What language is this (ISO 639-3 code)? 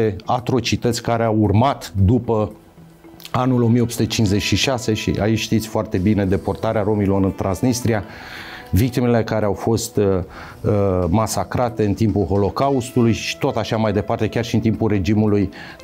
ron